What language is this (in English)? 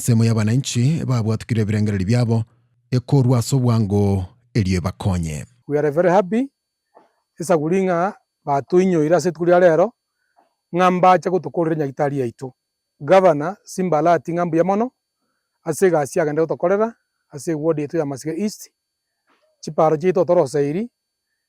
Gusii